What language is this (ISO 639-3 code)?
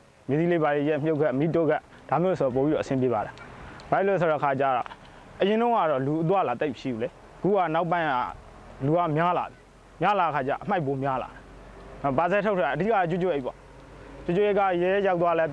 mya